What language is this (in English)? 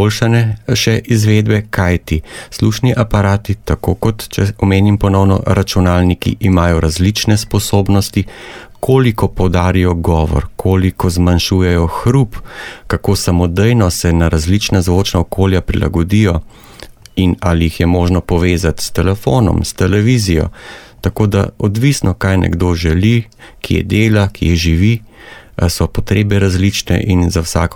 Slovenian